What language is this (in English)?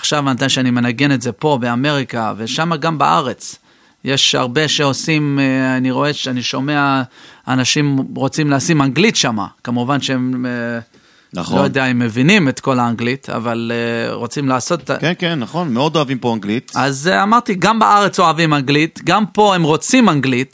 Hebrew